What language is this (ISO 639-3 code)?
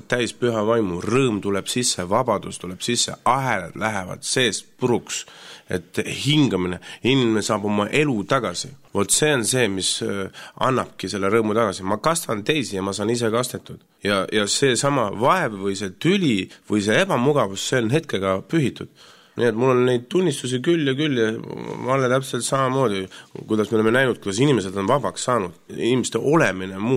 est